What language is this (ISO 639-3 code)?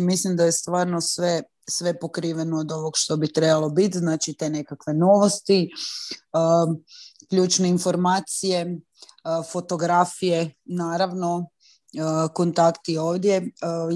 hrv